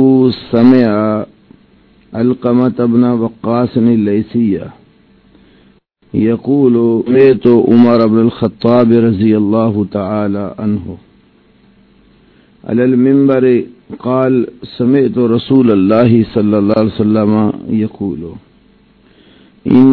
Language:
Urdu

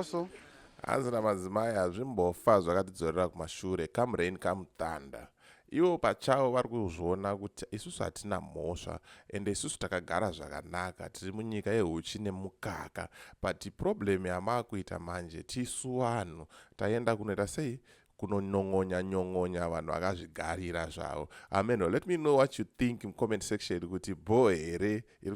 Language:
Shona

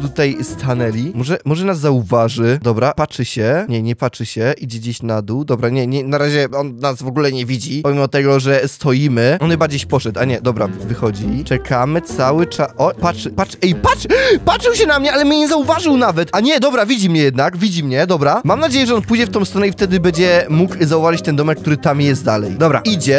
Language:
Polish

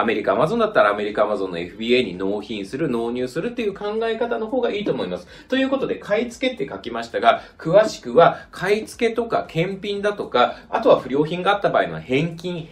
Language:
Japanese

